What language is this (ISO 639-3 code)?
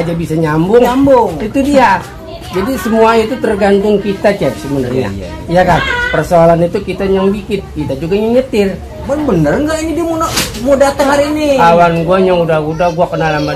bew